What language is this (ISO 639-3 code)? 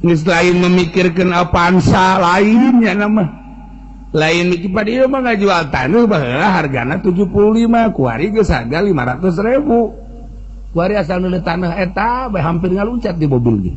sun